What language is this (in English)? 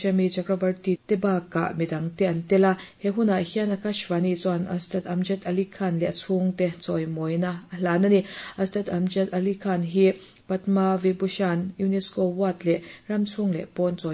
Mizo